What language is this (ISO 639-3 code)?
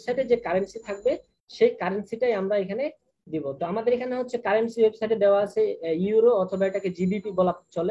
ben